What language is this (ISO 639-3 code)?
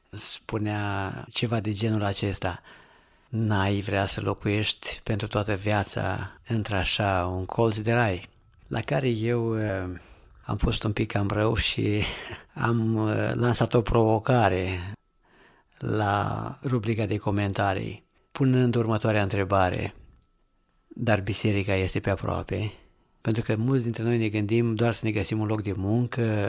ron